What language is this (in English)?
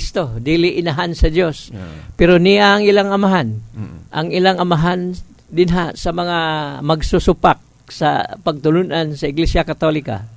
Cebuano